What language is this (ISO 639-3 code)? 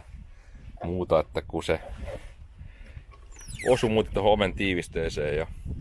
fin